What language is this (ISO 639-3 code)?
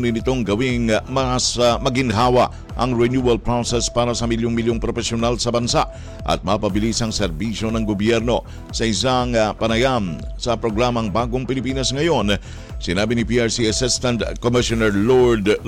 fil